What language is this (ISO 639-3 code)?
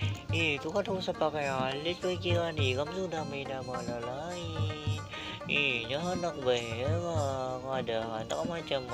bjn